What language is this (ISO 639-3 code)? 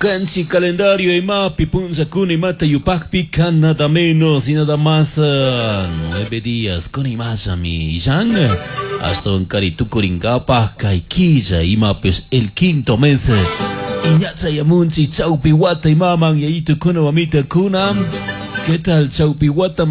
qug